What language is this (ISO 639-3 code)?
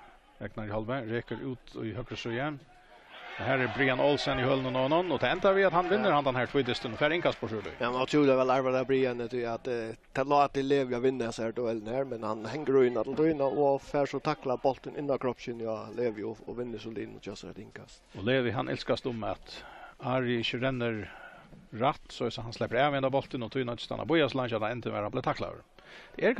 fao